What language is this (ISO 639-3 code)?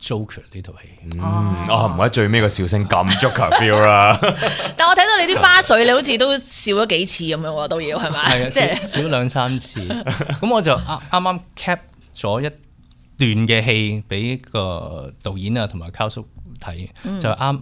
yue